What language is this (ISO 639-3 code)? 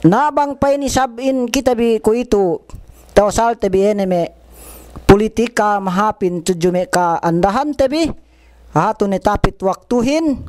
yka